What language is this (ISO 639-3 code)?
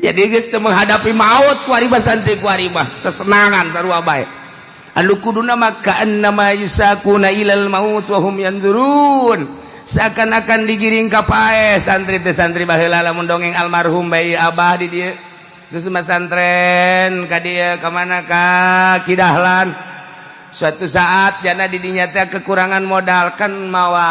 sun